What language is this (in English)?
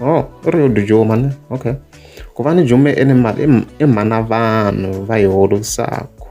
Tsonga